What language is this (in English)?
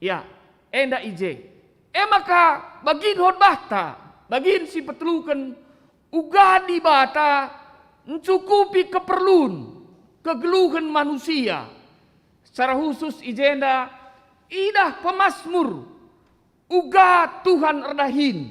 Batak Karo